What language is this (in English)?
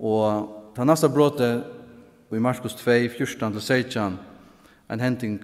Faroese